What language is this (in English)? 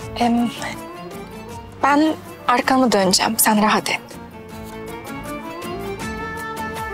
Turkish